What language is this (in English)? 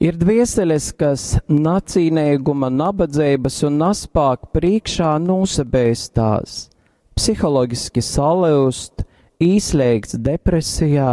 Latgalian